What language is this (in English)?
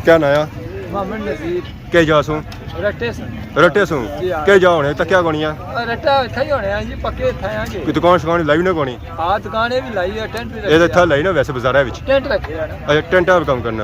Pahari-Potwari